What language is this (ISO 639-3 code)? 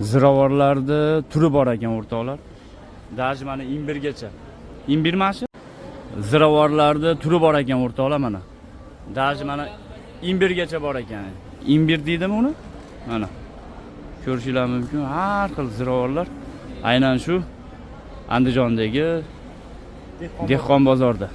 uzb